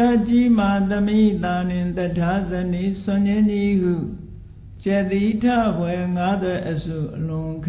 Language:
Burmese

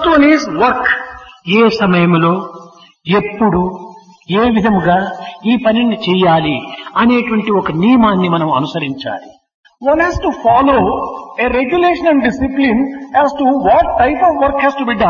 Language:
Telugu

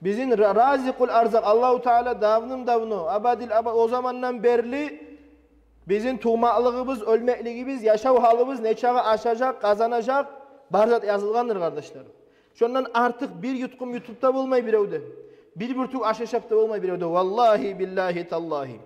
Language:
Kumyk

